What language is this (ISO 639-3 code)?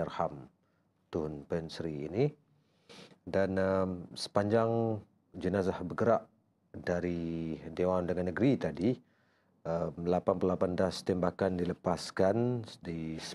msa